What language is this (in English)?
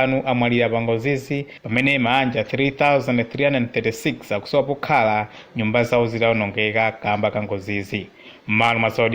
Nyanja